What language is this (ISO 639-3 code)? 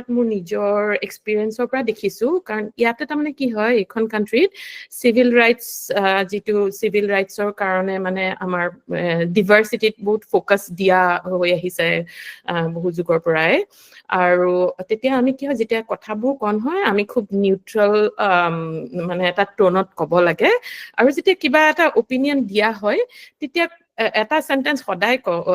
asm